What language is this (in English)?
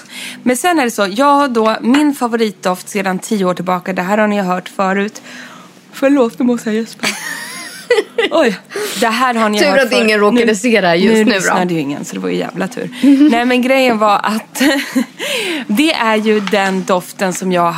Swedish